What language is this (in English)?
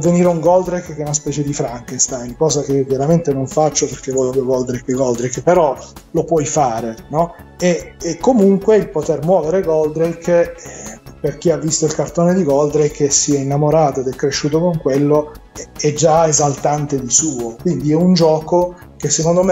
Italian